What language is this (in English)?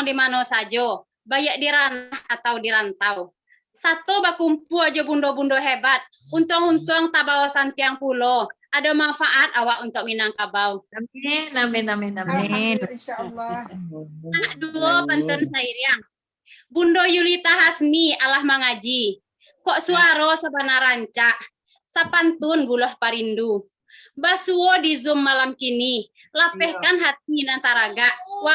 Minangkabau